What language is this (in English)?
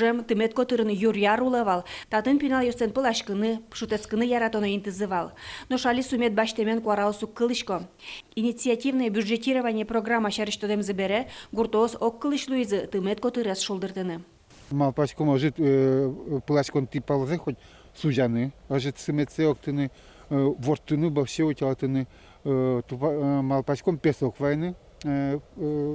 Udmurt